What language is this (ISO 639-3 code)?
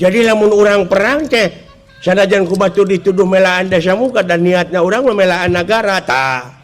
sun